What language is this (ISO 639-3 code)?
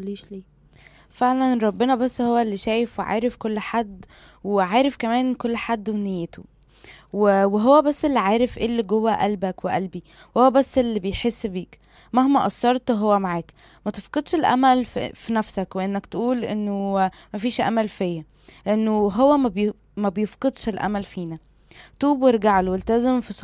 arz